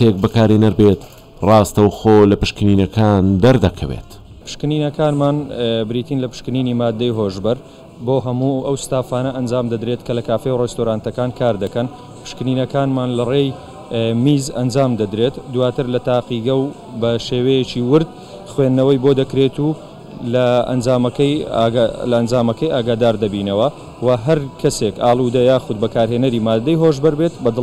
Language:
Central Kurdish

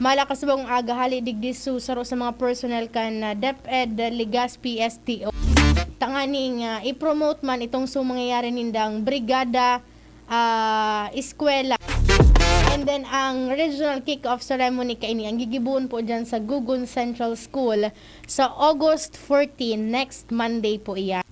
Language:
Bikol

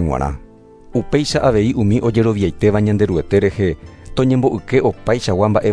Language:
Guarani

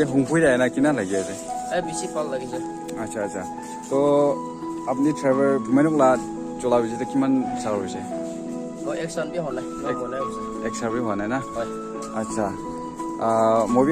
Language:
Naga Pidgin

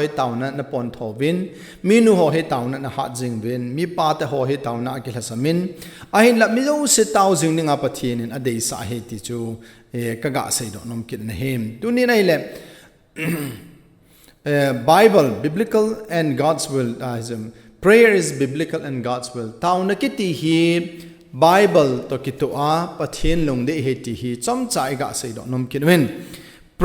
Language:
Thado Chin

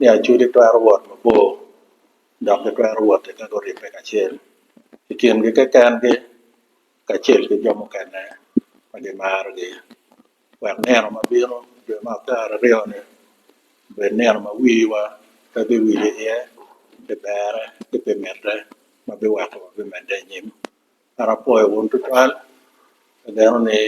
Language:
Acoli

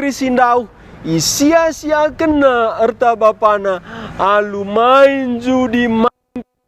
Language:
Batak Karo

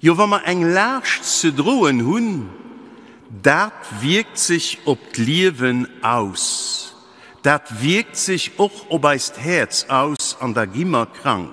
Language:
Luxembourgish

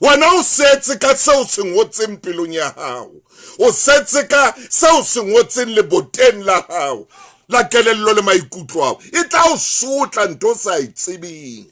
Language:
Southern Sotho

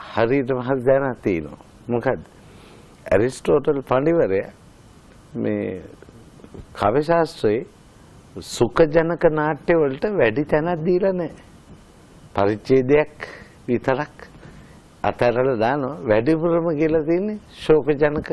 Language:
Sinhala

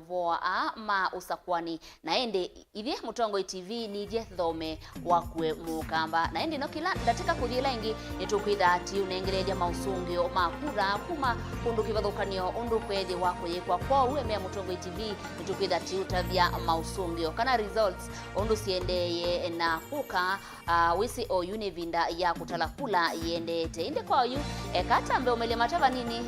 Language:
Kamba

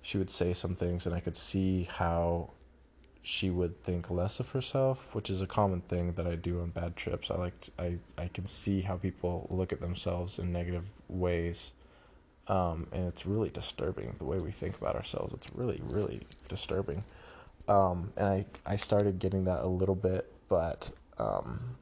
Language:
English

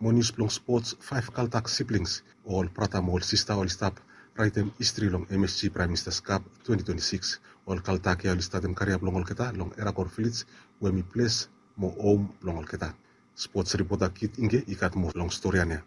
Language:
Bislama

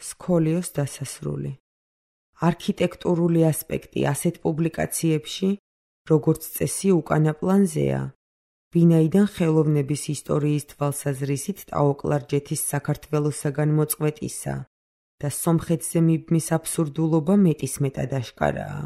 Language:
Georgian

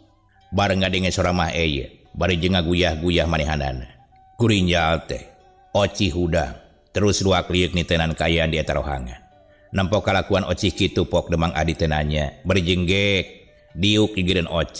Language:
Sundanese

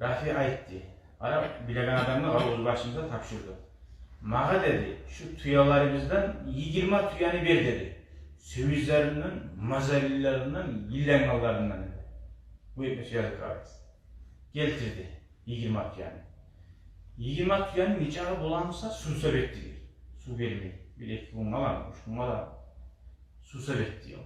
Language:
Kumyk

